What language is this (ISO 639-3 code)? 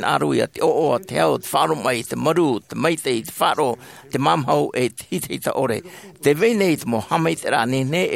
tah